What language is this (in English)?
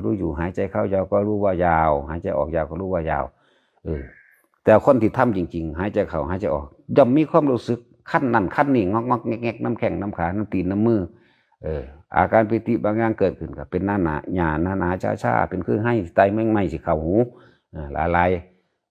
Northeastern Thai